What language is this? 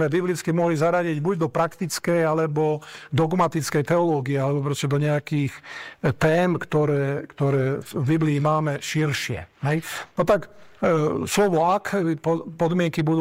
Slovak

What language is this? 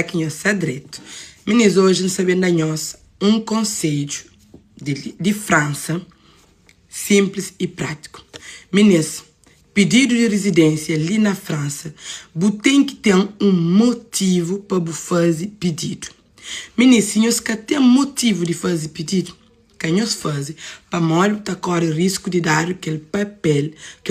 Kabuverdianu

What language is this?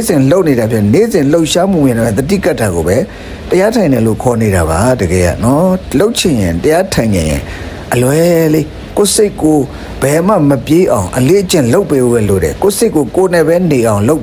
Burmese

